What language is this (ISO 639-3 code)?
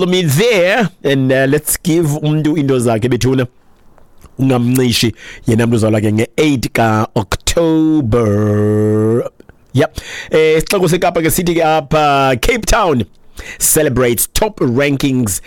xho